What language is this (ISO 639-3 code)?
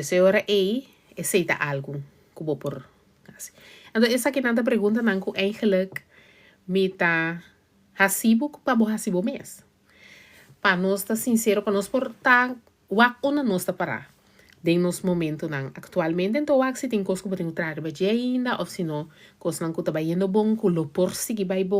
pap